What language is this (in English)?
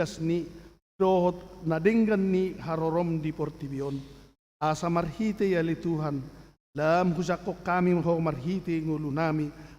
Batak Toba